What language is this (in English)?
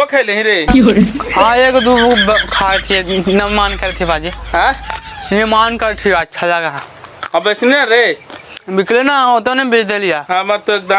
Magahi